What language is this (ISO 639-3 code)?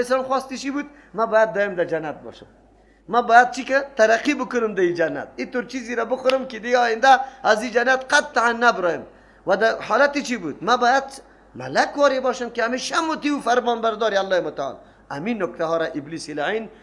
fas